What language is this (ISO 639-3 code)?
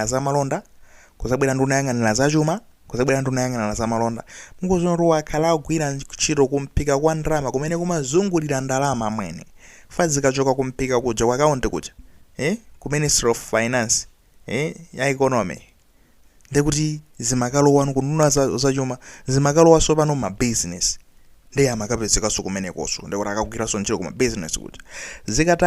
nya